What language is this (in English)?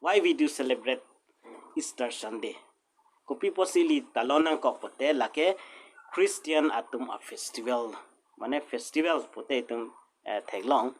Karbi